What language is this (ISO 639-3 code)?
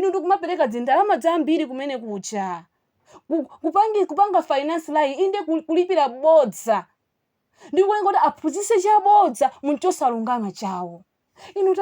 nya